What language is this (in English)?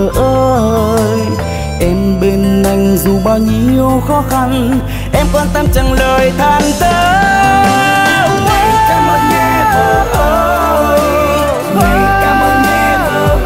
Vietnamese